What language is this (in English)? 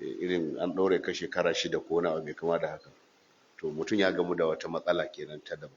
Hausa